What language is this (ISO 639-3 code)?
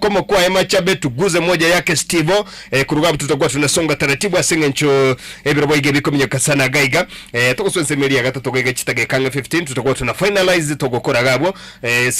guz